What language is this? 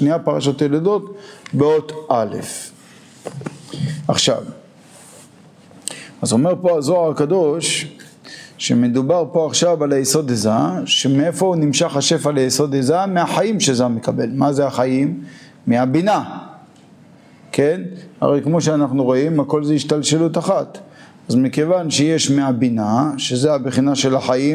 Hebrew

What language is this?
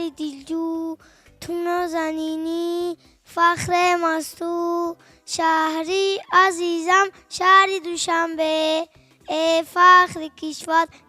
Tajik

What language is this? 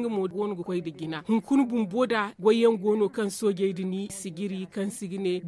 Zarma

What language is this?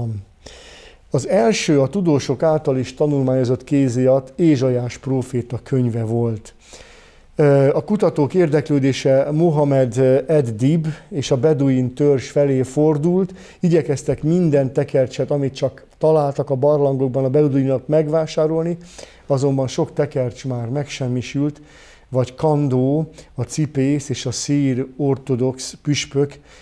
Hungarian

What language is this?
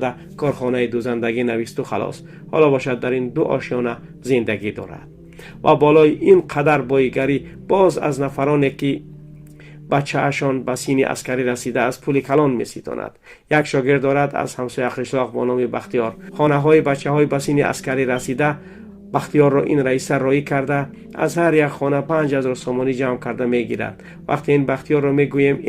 Tajik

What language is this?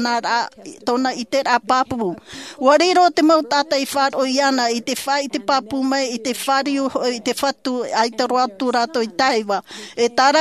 Tahitian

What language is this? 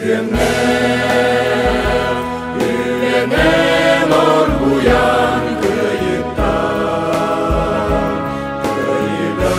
Yakut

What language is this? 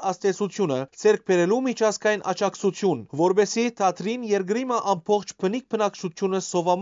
Western Armenian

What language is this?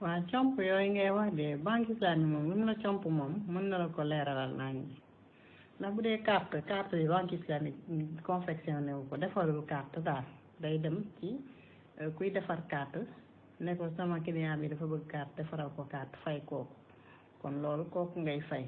Wolof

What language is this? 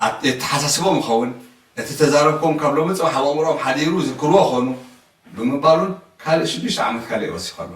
Tigrinya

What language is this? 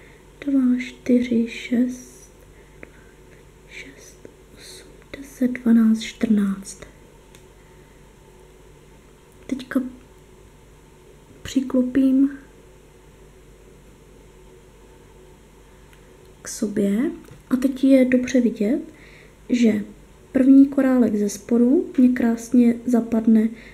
Czech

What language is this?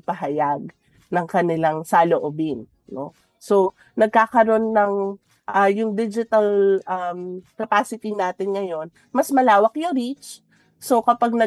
Filipino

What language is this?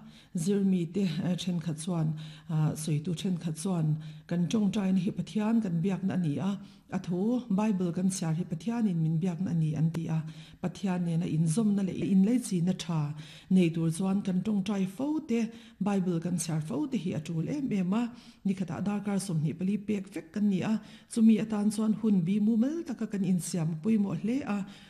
Mizo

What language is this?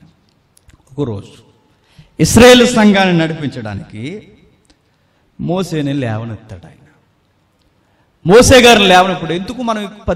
Telugu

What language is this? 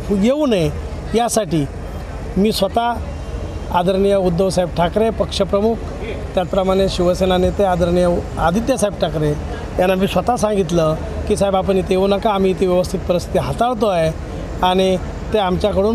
Marathi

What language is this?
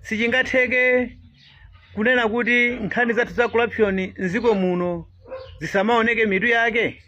Nyanja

